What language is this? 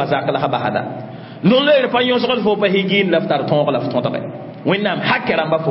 Mossi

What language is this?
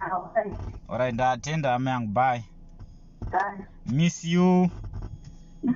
Shona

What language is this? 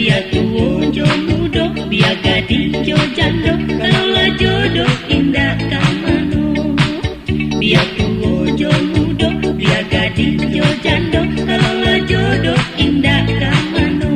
Minangkabau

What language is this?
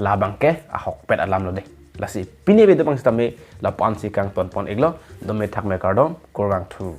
Karbi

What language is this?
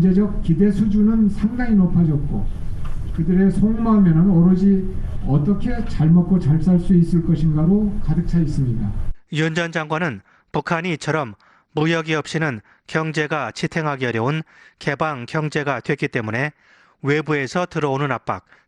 Korean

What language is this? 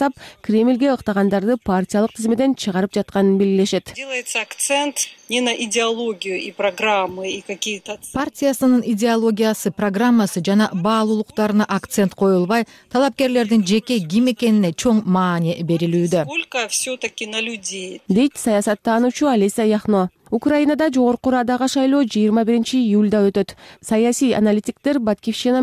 Kyrgyz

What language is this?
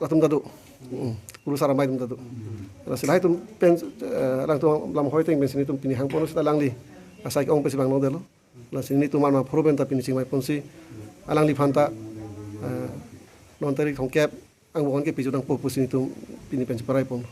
Karbi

